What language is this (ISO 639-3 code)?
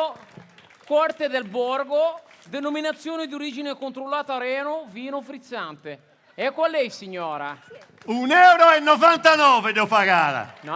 srd